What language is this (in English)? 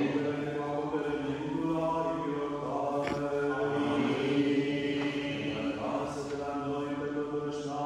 Romanian